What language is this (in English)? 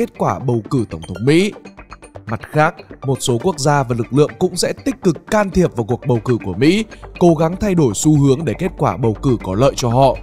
Vietnamese